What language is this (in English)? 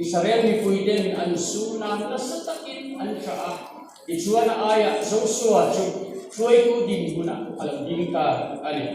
Mizo